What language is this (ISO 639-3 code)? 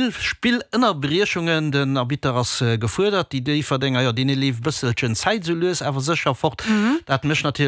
ltz